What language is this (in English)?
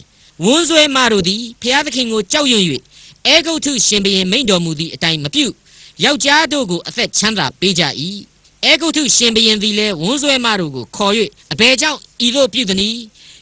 Burmese